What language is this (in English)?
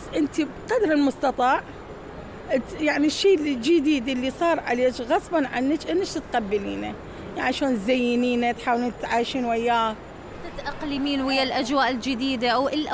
Mesopotamian Arabic